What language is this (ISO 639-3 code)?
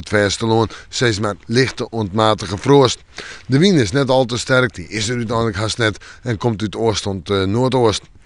fry